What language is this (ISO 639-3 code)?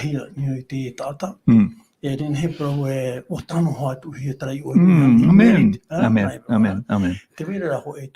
tah